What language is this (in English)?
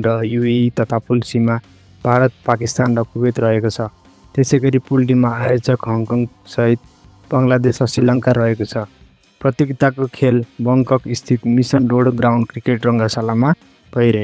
Nepali